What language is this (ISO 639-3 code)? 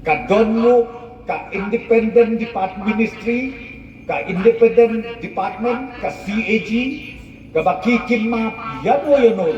kha